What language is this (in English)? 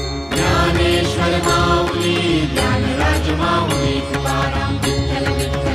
Marathi